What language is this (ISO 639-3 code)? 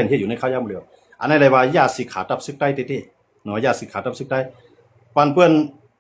shn